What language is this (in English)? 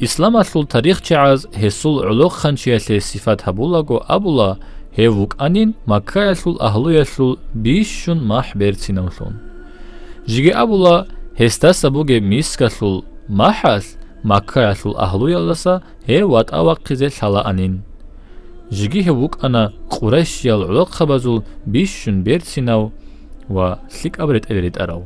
Avaric